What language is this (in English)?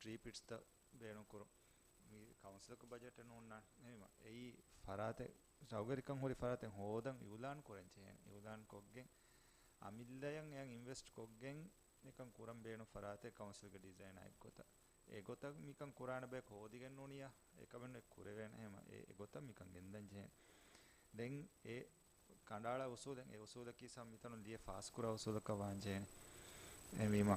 Divehi